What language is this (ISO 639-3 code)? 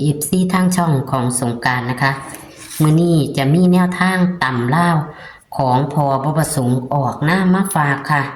tts